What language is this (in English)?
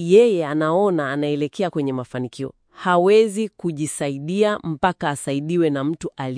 Swahili